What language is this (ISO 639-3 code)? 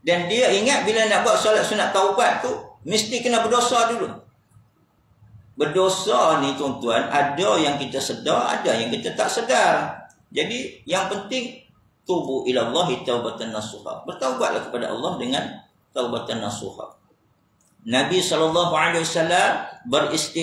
msa